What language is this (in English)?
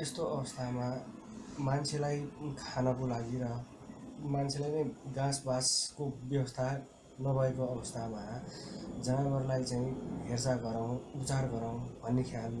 Nepali